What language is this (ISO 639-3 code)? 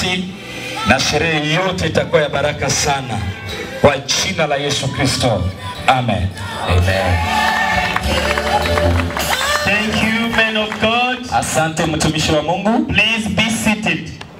swa